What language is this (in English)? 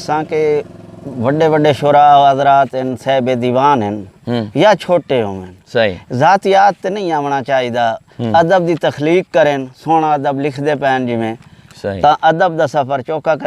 Saraiki